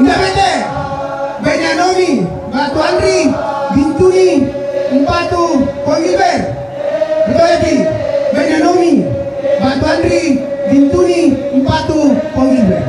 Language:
Toraja-Sa'dan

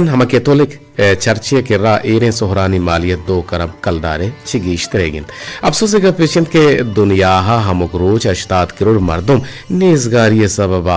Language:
Eastern Balochi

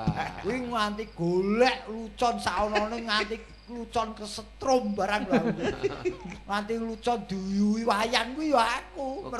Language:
Javanese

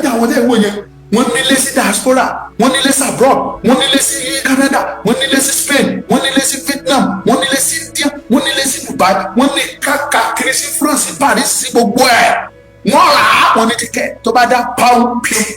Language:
Yoruba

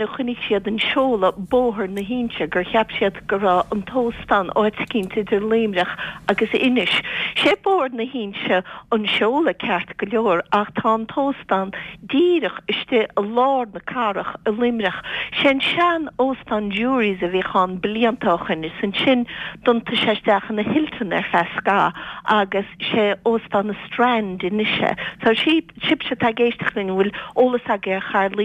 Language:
Irish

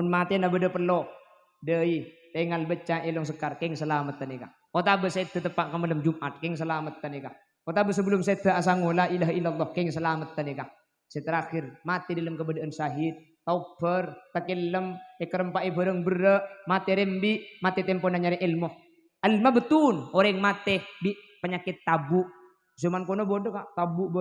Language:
Madurese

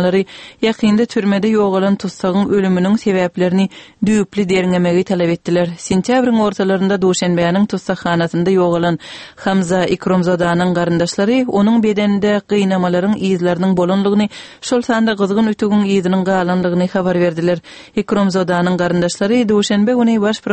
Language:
Turkmen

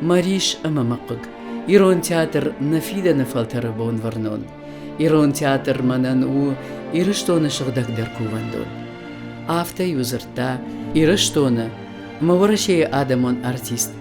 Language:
Ossetic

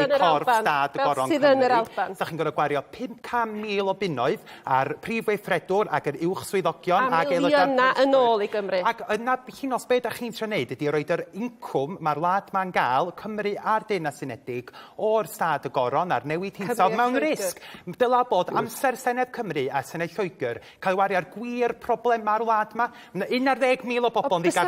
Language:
Welsh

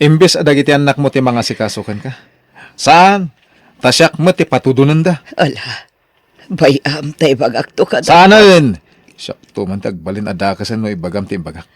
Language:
Iloko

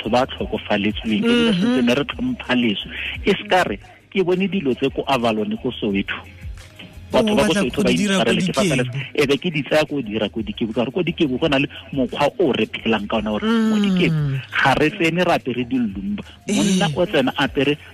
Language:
Tswana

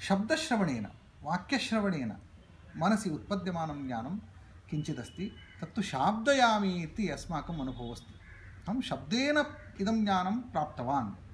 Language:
Sanskrit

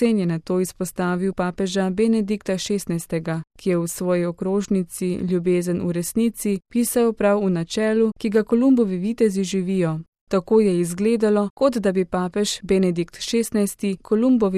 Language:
Slovenian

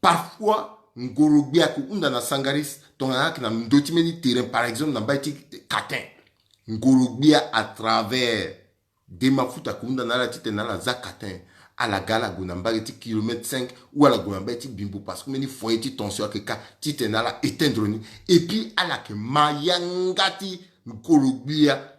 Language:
Sango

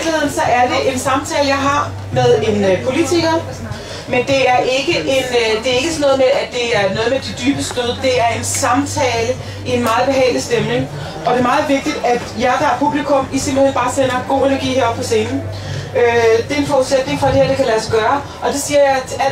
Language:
Danish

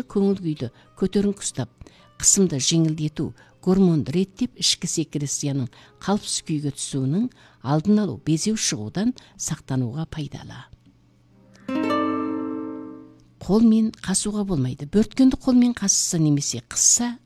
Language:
Kazakh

